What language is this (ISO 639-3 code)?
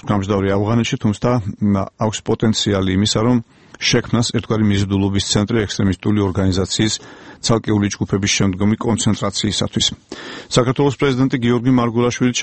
kat